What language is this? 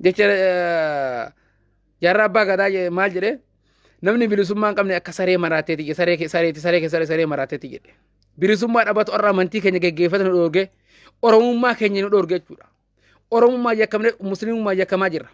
Oromo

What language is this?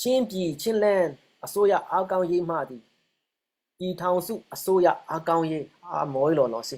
Falam Chin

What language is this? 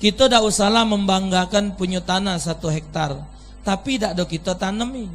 Musi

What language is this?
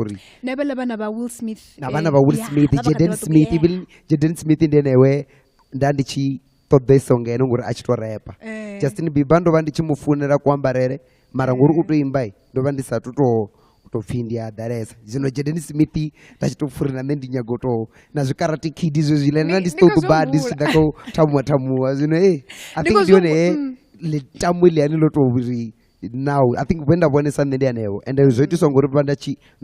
Venda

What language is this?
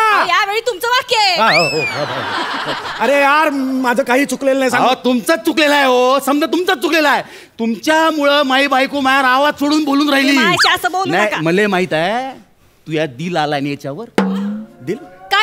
Marathi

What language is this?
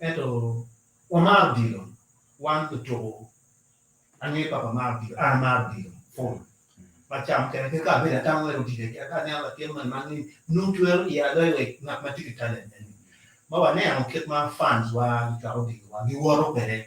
Acoli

